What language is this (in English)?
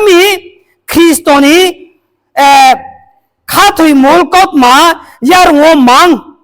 Riang (India)